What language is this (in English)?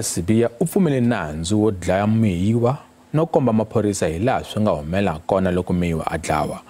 Tsonga